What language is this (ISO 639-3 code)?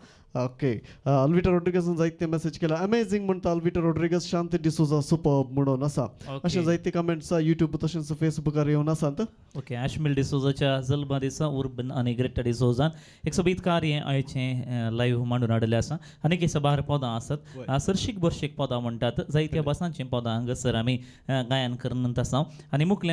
kok